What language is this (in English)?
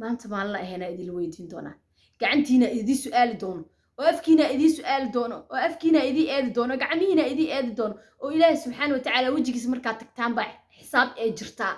Somali